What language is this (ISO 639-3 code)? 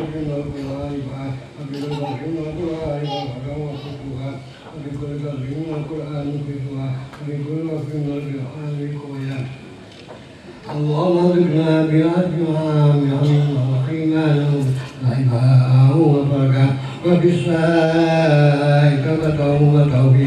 ara